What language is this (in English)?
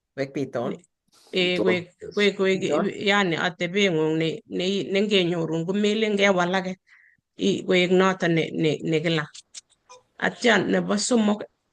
Kalenjin